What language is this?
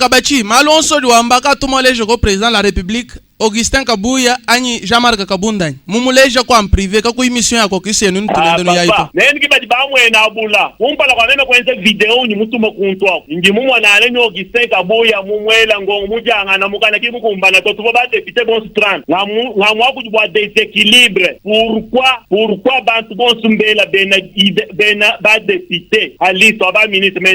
Luba-Lulua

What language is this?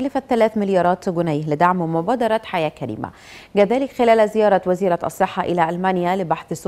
Arabic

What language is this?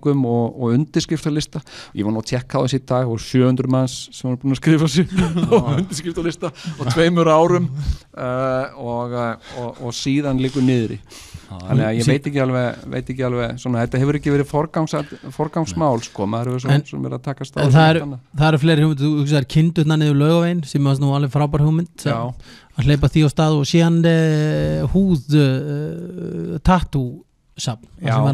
Icelandic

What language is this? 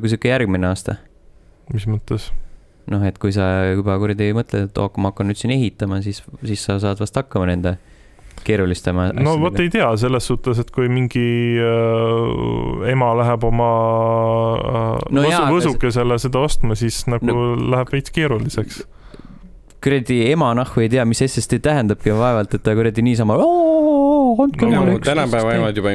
Estonian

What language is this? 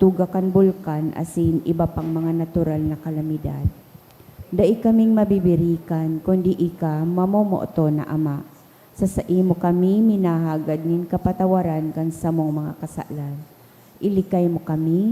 Bikol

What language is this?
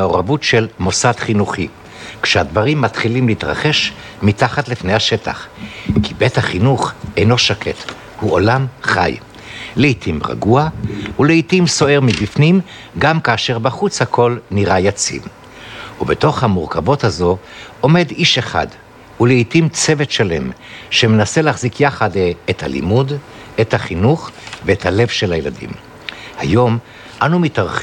Hebrew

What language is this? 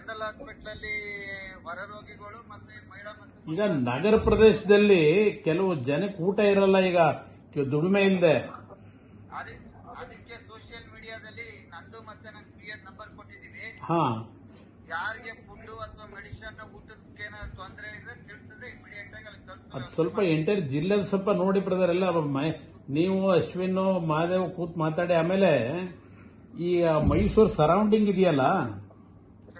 Kannada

